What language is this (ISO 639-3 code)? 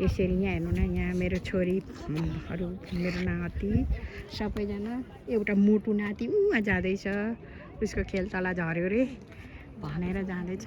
nep